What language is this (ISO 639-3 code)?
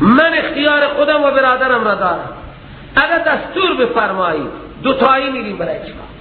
fas